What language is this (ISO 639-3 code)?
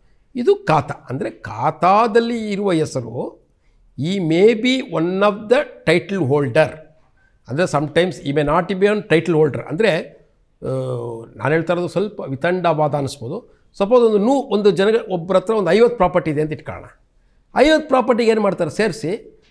kan